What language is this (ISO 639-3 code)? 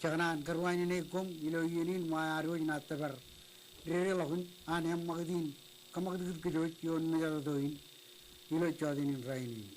mah